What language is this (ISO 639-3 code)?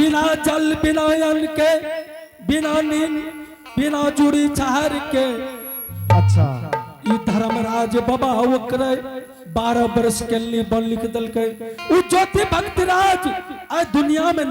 anp